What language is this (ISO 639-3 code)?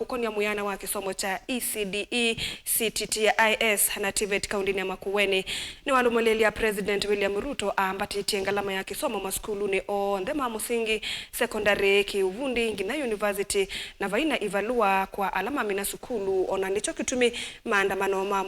kam